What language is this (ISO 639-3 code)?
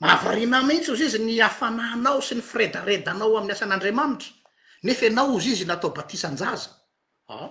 mlg